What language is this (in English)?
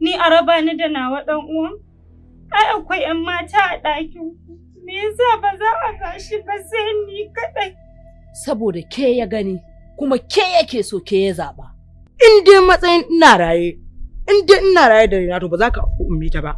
Hausa